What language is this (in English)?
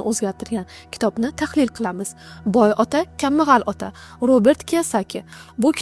Uzbek